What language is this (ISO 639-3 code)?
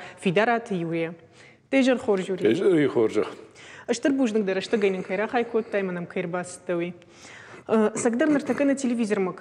oss